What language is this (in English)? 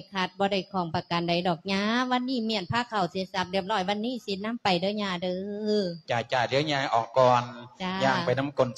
Lao